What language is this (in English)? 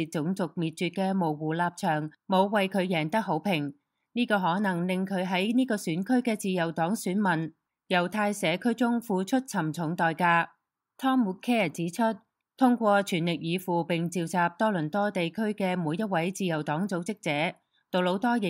Cantonese